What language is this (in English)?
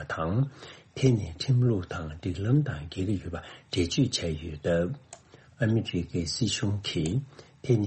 Tibetan